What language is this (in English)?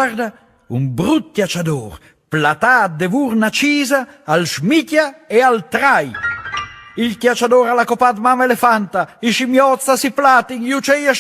Friulian